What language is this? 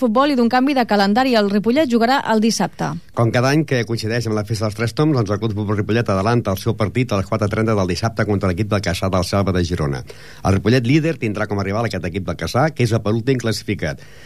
Catalan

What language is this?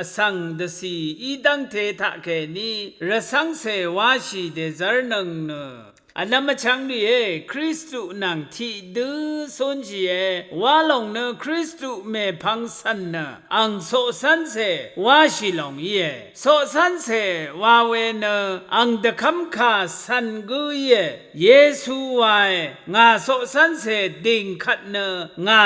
Rawang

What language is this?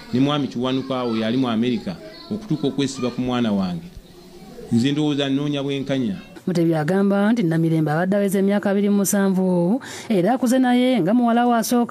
Ganda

